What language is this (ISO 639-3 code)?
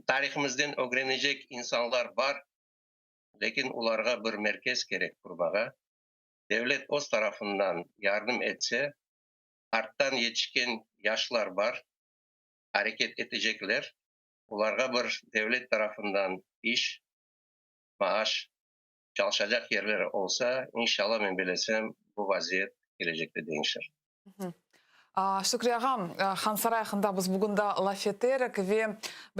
crh